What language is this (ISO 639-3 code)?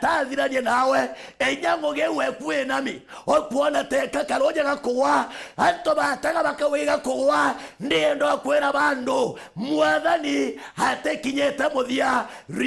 mer